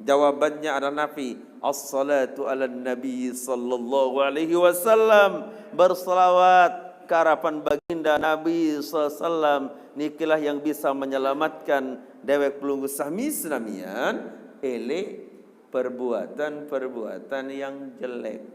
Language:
Sasak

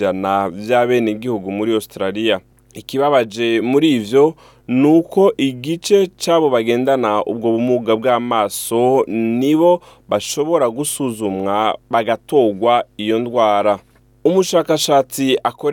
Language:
Rundi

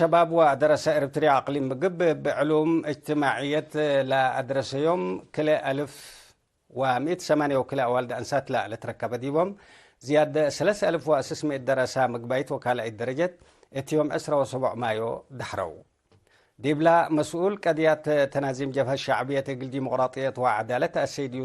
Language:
Tigre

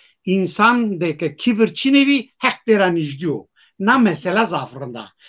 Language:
Zaza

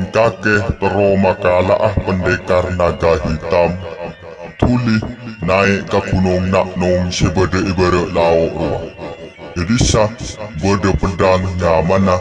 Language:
Madurese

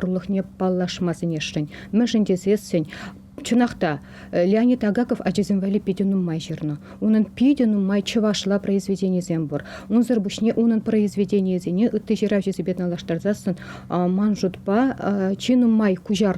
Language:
Chuvash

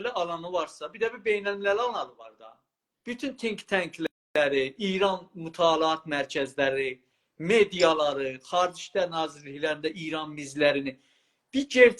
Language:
South Azerbaijani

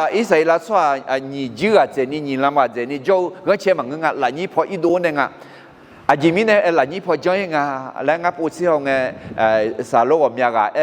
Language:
Akha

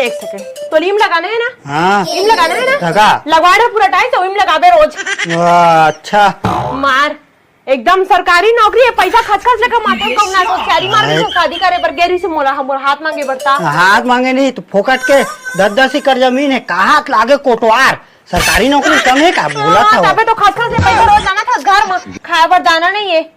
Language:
Chhattisgarhi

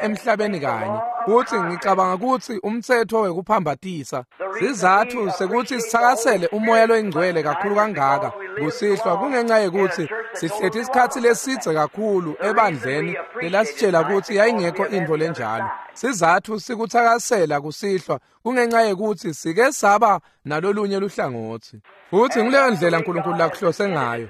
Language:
Swati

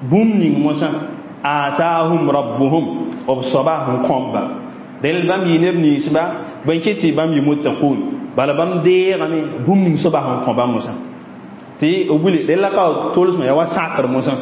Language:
Mossi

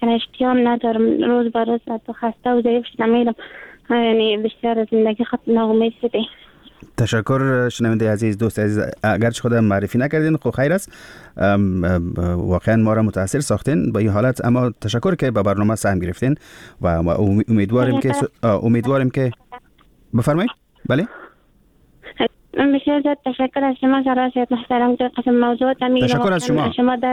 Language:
Persian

